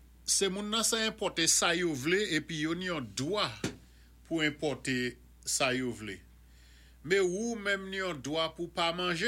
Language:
Saint Lucian Creole French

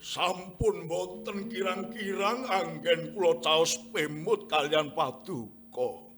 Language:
Javanese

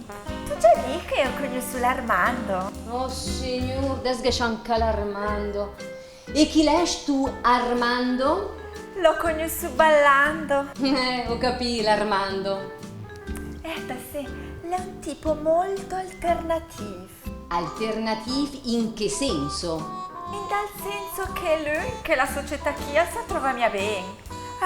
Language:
Lombard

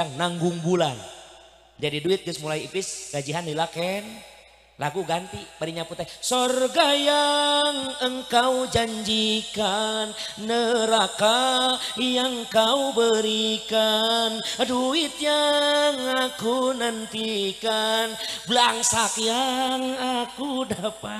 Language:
Sundanese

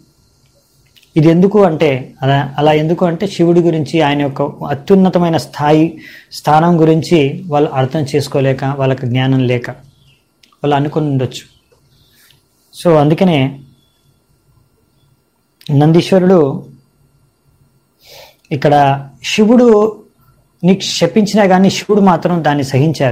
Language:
Telugu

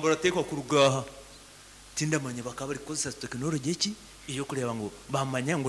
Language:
Nyankole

